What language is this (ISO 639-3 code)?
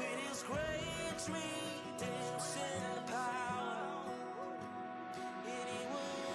ewe